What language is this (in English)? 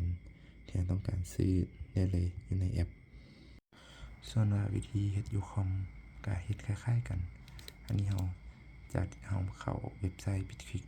Lao